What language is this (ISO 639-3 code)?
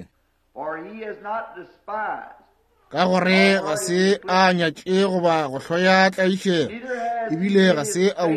nso